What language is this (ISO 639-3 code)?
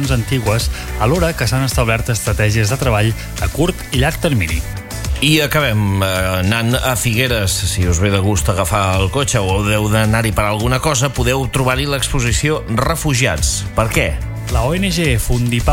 cat